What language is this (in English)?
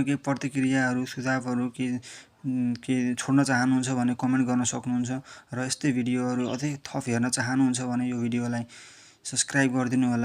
Nepali